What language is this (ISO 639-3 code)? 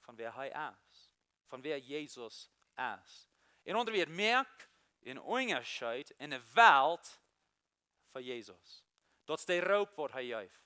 pdt